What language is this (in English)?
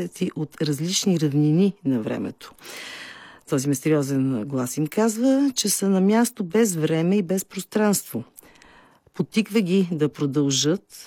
Bulgarian